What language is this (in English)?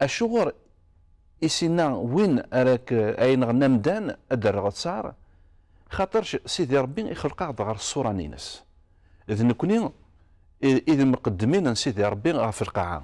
Kabyle